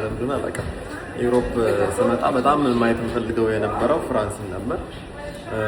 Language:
Amharic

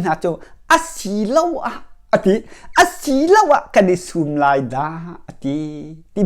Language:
Hakha Chin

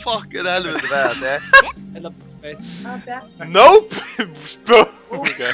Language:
Faroese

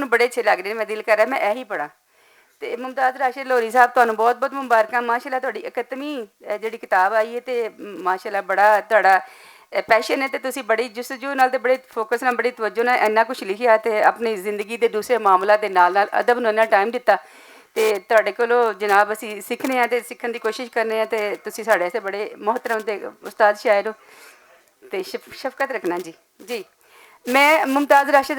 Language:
Western Panjabi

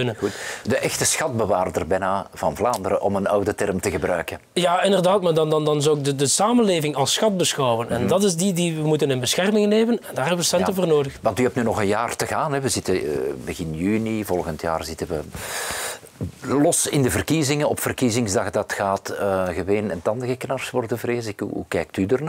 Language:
Dutch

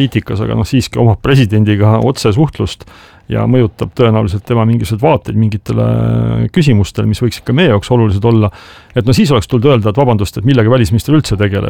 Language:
Estonian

